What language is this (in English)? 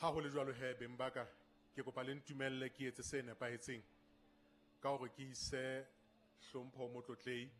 Southern Sotho